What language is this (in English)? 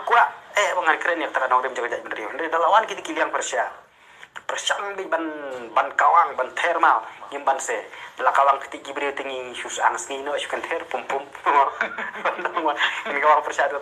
Khasi